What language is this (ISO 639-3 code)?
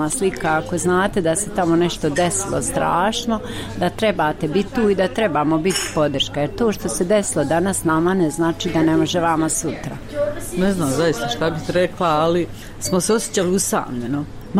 bos